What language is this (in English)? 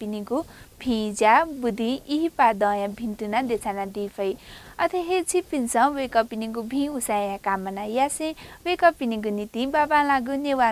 Newari